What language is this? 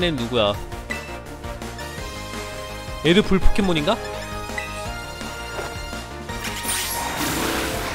Korean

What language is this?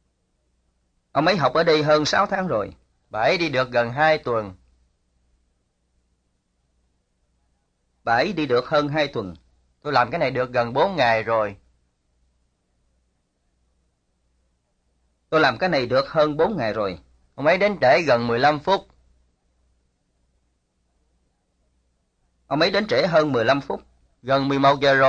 Vietnamese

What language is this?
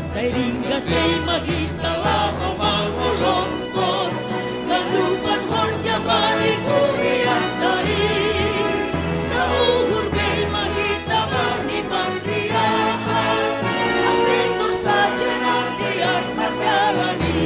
Batak Simalungun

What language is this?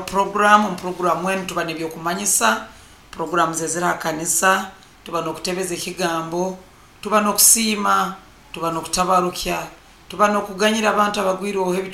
Nyoro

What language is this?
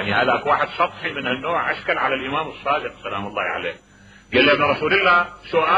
Mesopotamian Arabic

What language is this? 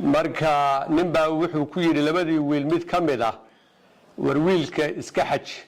Somali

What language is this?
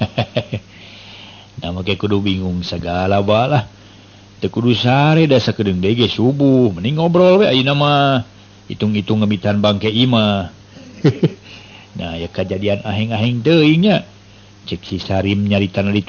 Sundanese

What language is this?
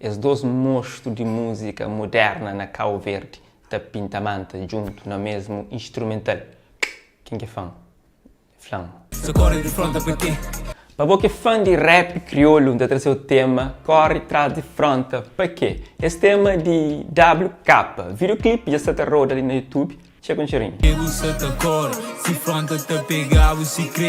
Kabuverdianu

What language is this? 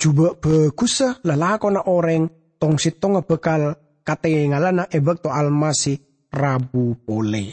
Madurese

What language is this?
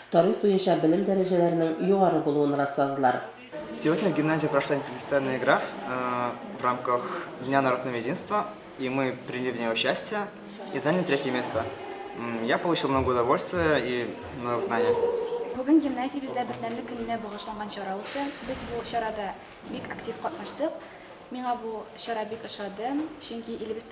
Tatar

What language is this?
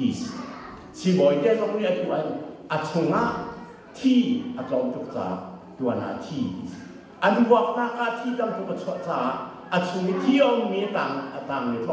Hakha Chin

